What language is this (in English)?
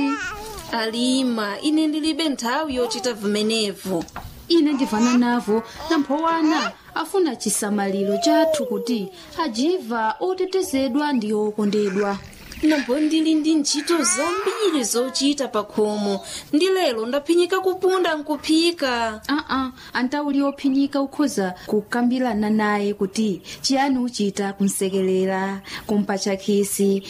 Nyanja